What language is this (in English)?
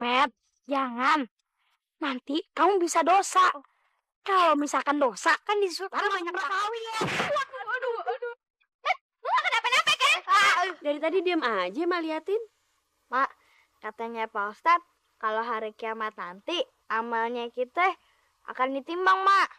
Betawi